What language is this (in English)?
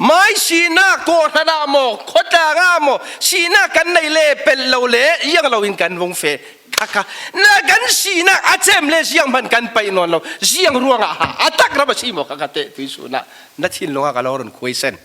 Falam Chin